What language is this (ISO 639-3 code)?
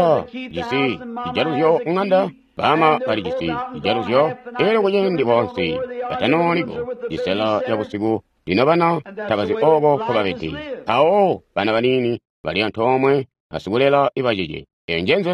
toi